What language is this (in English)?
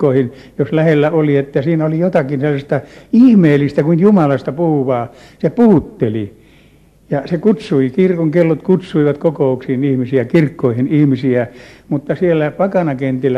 Finnish